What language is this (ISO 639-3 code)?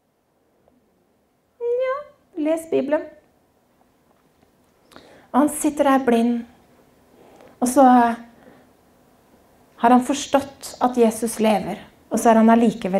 nor